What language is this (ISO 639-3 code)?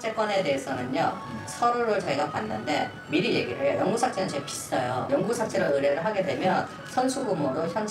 kor